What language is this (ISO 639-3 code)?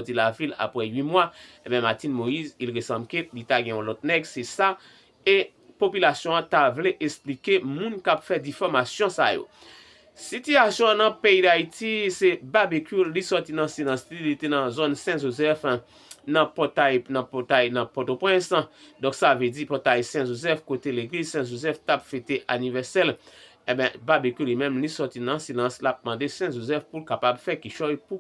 hat